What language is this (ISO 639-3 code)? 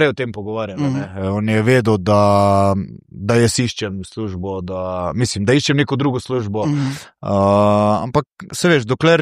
slv